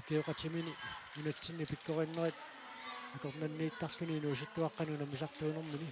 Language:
Kalaallisut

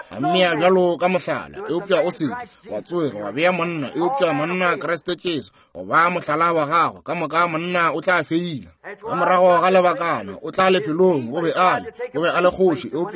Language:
Northern Sotho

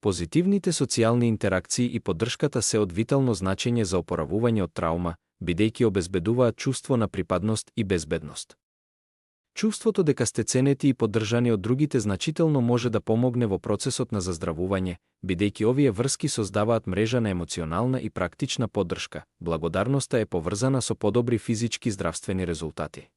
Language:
Macedonian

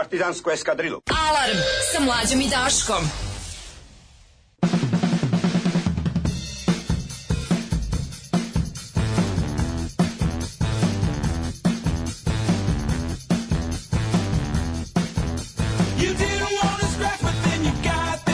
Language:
Serbian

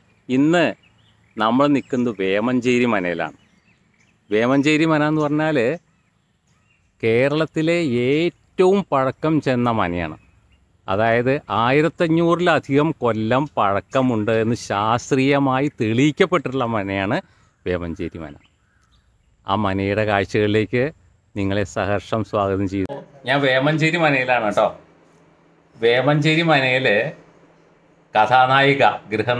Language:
Malayalam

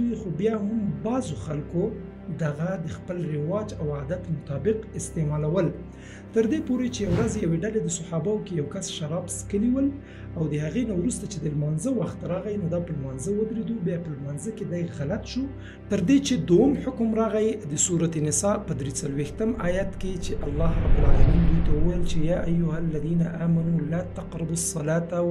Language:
Pashto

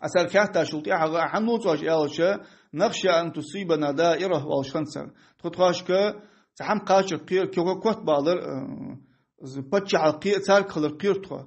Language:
Ingush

